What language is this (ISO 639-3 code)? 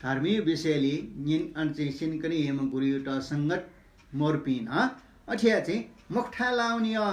new